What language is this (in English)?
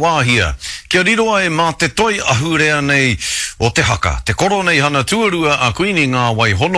Māori